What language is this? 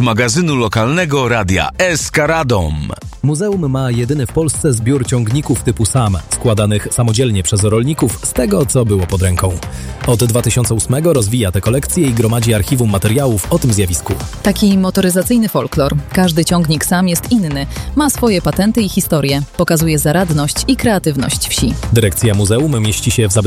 Polish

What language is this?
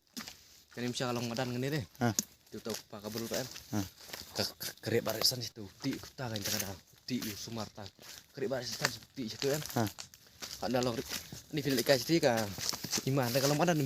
Khasi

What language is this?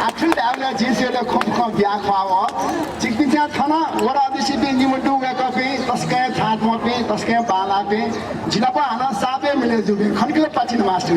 Newari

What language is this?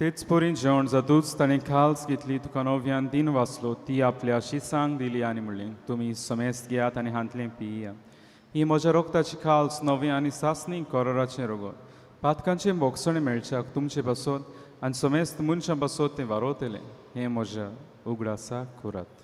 Konkani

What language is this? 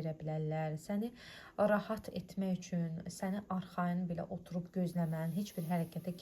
Azerbaijani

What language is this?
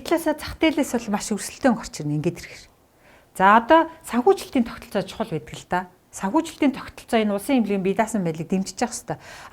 Mongolian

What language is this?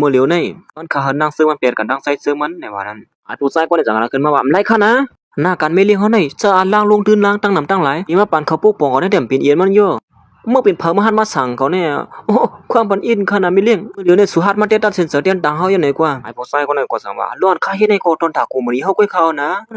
Shan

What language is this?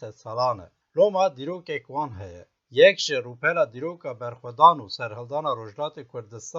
Kurdish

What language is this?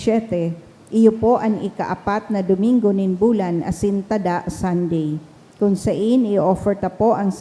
Bikol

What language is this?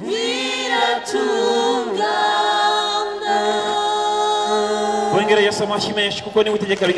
Kinyarwanda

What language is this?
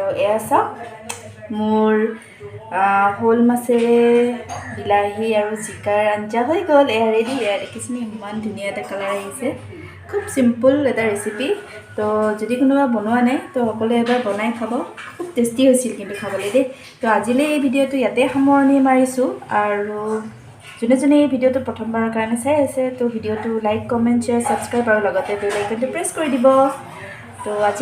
Assamese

